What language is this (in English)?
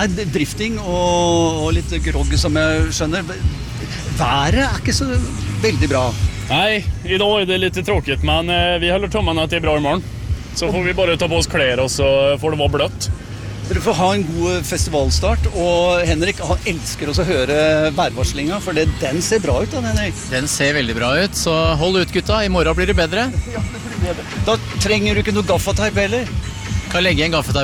Norwegian